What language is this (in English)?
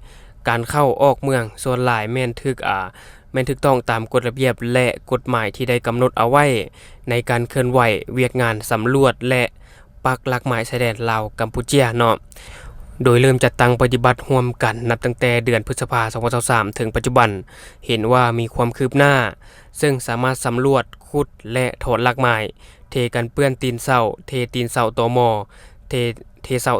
Lao